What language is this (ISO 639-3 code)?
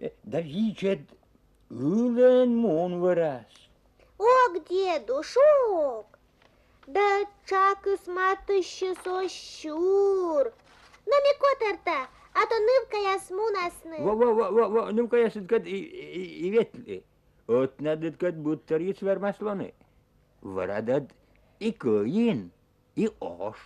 kom